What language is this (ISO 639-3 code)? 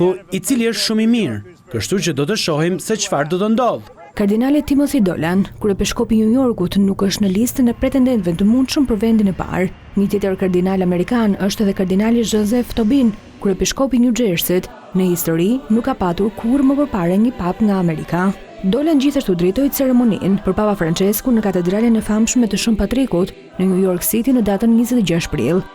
sqi